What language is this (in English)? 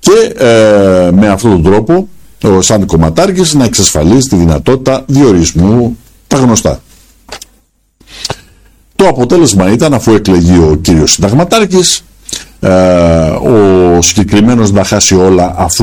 Greek